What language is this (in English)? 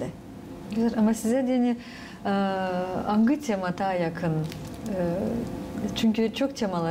Gagauz